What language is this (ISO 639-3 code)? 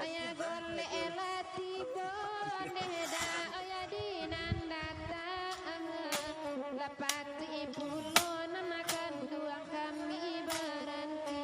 min